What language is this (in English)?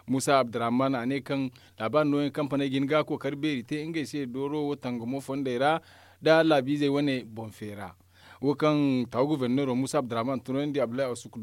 Zarma